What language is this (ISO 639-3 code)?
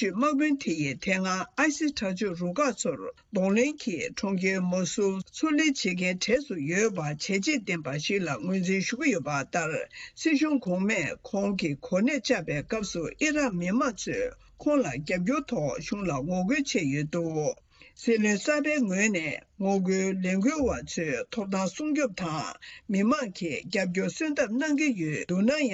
bod